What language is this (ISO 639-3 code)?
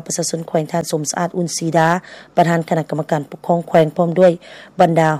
lao